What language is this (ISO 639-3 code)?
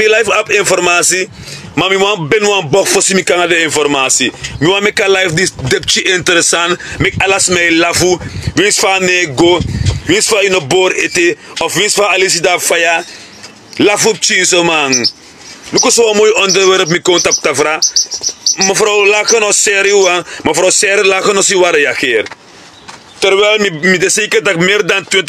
srn